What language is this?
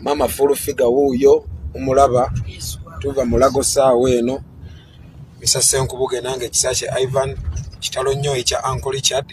Ganda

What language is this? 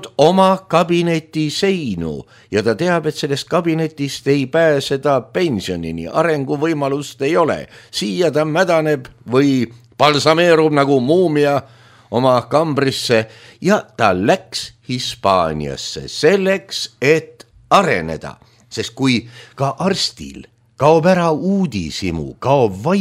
Estonian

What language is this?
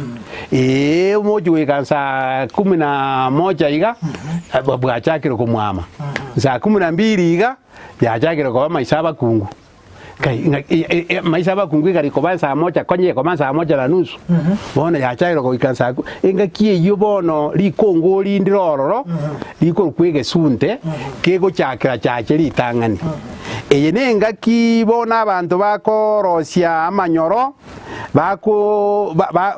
Gusii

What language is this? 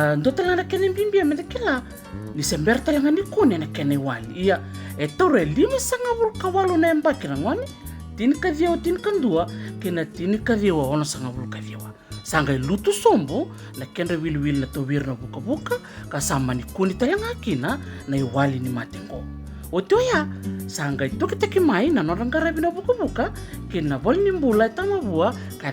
Fijian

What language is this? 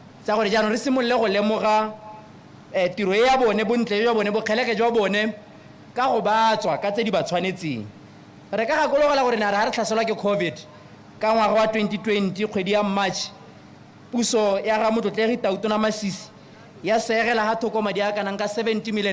Tswana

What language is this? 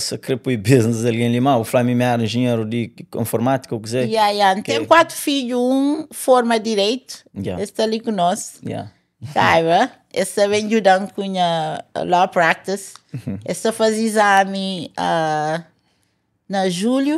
Kabuverdianu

